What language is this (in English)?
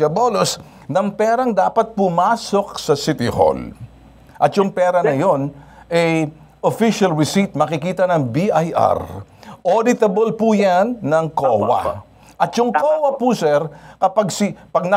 Filipino